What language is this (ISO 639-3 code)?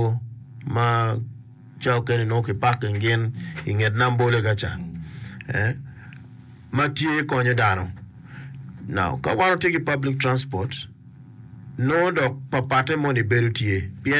ach